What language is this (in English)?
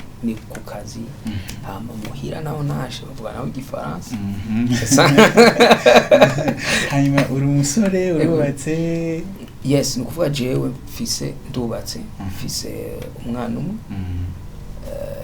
Rundi